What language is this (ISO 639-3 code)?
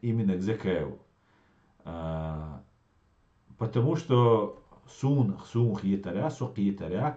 che